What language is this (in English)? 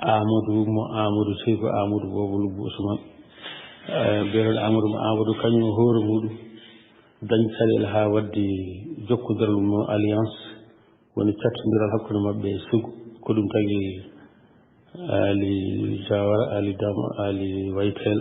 Fula